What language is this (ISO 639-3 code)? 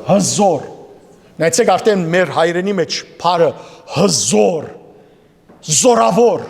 hyw